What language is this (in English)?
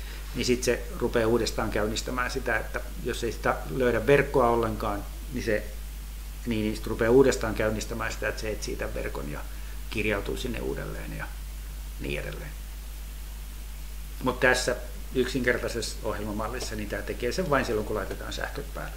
Finnish